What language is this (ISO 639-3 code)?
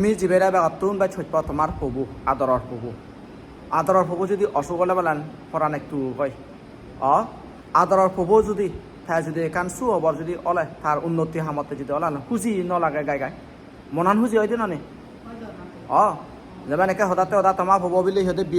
ccp